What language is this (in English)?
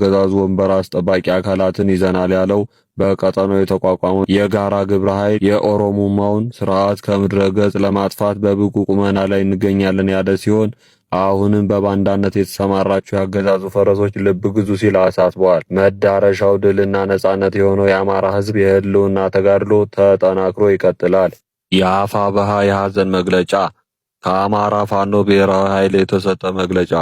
Amharic